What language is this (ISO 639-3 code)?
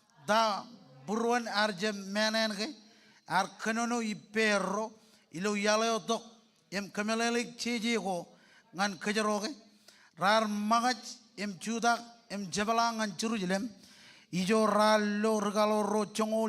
mah